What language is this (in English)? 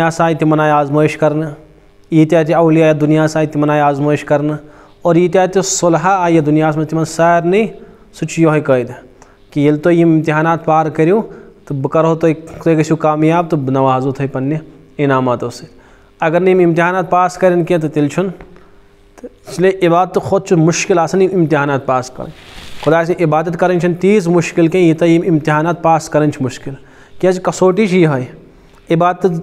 Kashmiri